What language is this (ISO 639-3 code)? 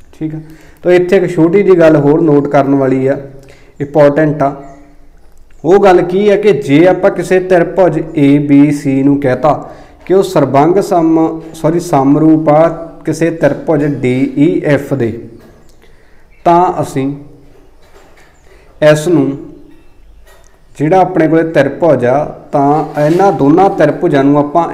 pan